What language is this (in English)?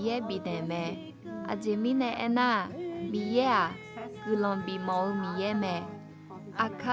Akha